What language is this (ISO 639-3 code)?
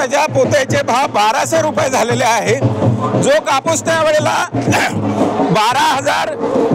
mar